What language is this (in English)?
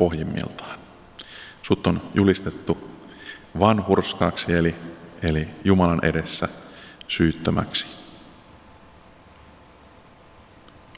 Finnish